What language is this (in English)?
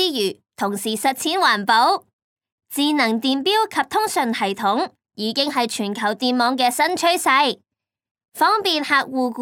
Cantonese